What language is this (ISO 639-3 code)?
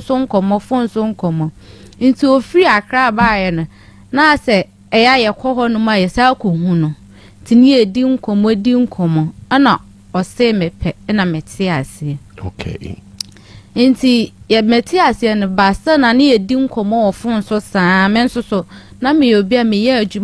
aka